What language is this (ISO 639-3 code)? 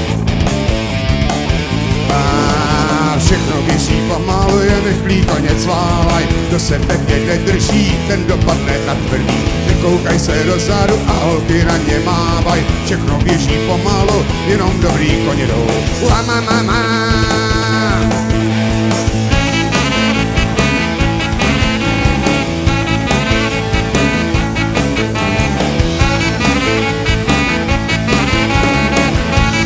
ces